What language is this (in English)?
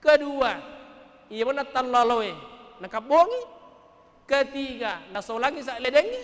Buginese